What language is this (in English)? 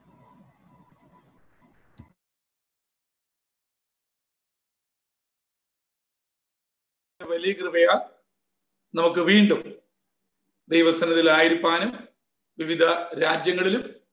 Malayalam